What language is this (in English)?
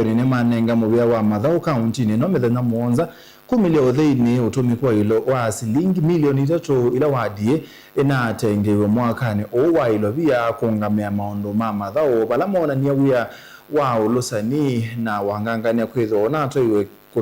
Kamba